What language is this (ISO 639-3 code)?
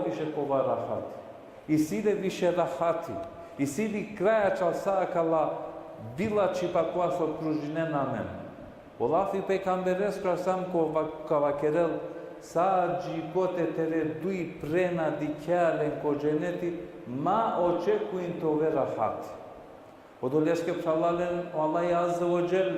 rmn